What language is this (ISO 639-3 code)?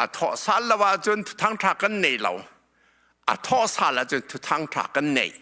cnh